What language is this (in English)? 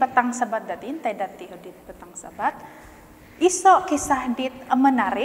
Central Dusun